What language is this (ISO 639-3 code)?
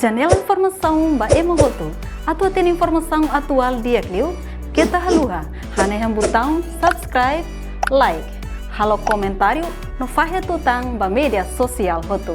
tet